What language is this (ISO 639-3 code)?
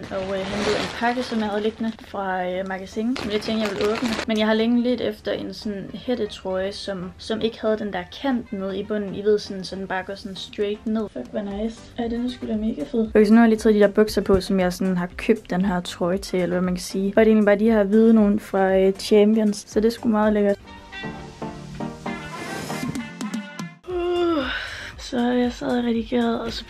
dan